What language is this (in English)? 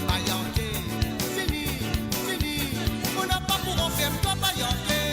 Morisyen